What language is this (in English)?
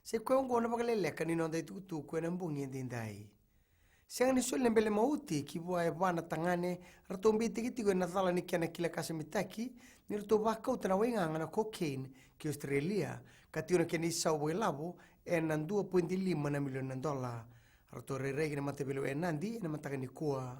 Fijian